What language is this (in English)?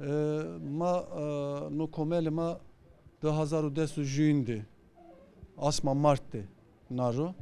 Zaza